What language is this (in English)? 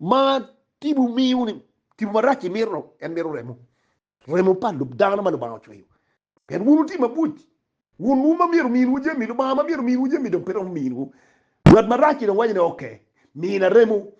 Acoli